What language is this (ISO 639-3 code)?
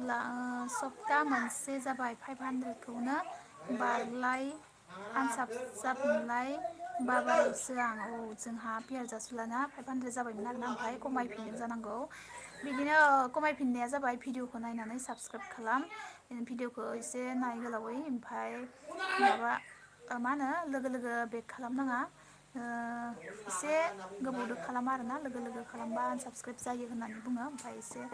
brx